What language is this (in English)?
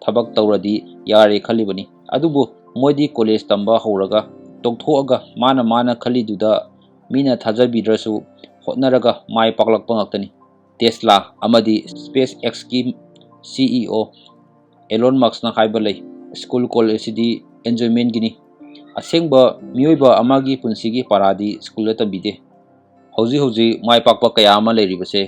Manipuri